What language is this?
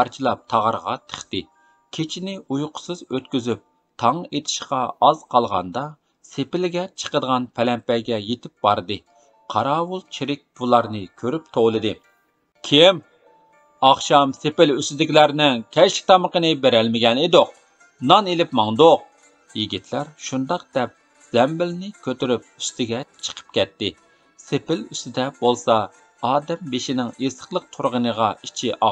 Uyghur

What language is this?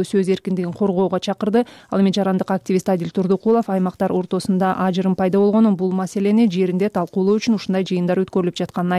Kyrgyz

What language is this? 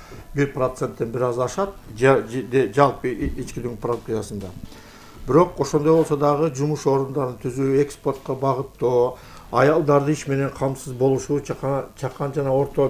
Kyrgyz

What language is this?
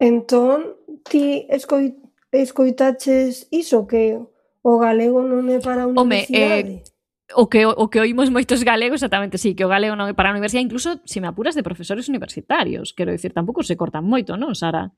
Galician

